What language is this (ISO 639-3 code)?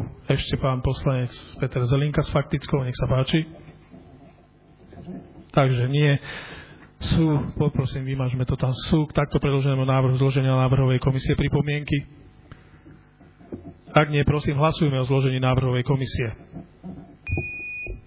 slk